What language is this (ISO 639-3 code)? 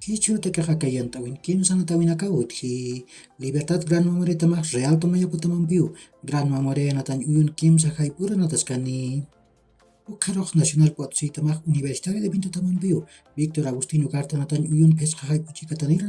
aym